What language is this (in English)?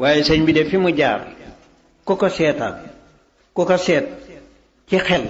Wolof